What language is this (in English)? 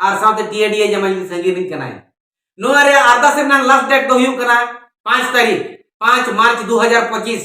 Santali